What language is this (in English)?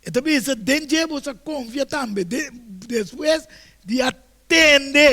Papiamento